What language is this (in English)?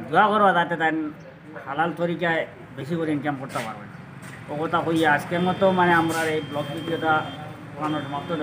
Sylheti